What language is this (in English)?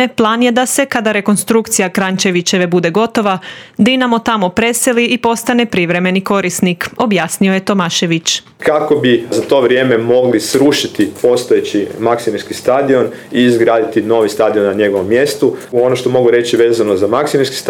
Croatian